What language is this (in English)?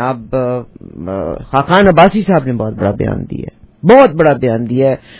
Urdu